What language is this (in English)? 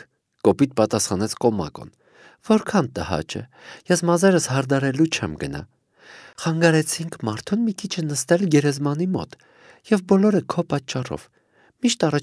Armenian